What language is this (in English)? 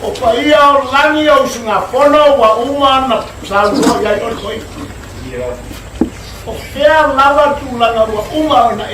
Samoan